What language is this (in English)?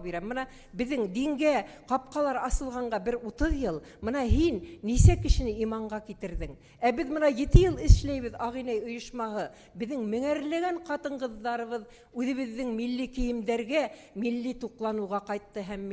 Bashkir